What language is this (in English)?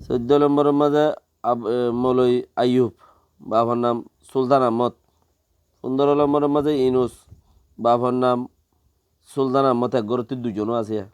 Rohingya